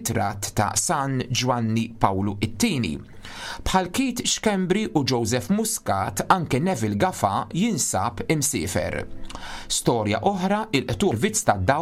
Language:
Maltese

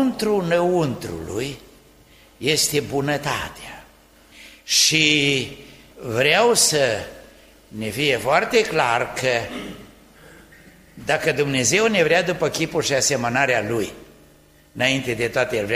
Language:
Romanian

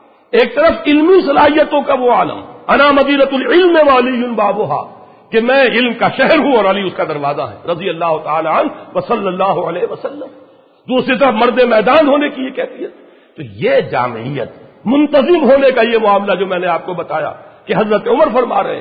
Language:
Urdu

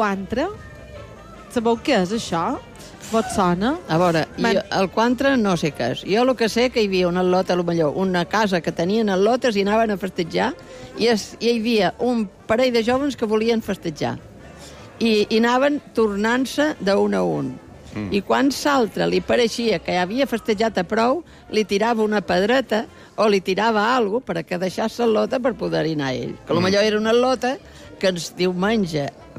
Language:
Catalan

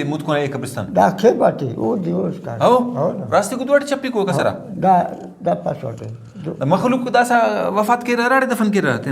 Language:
Brahui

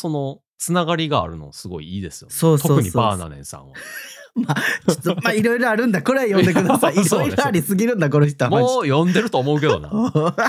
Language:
Japanese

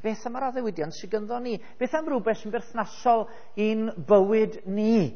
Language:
Welsh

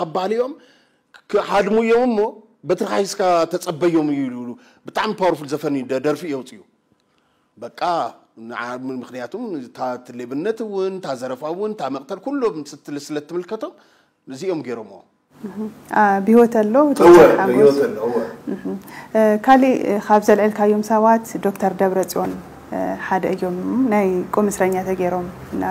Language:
Tigrinya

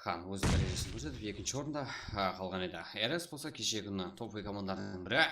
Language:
Kara-Kalpak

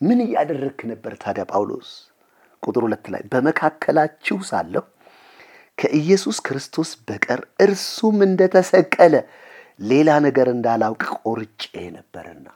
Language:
Amharic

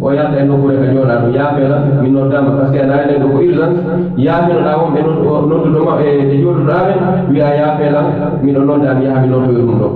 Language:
Fula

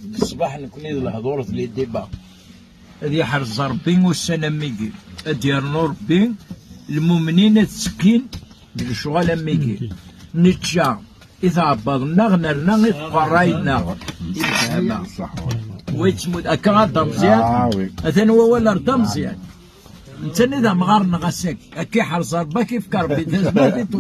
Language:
Kabyle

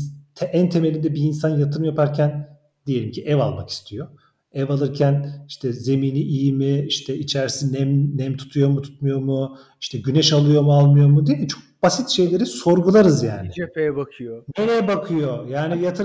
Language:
Turkish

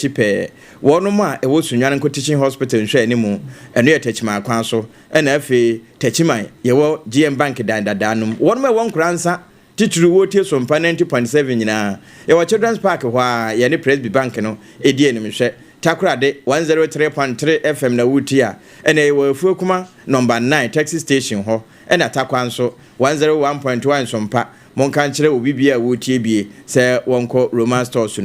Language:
Akan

